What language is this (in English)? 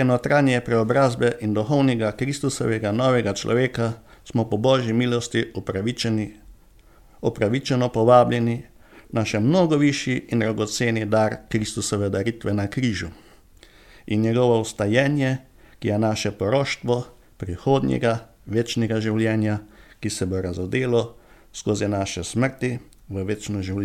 Slovenian